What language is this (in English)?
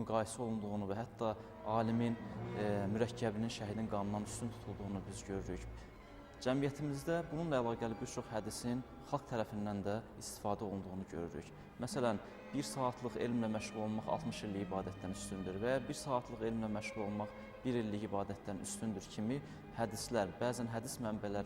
Azerbaijani